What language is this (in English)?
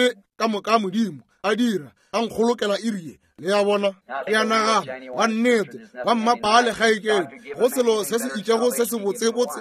Northern Sotho